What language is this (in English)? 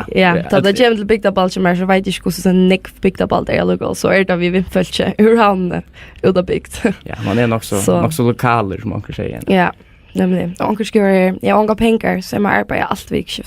Faroese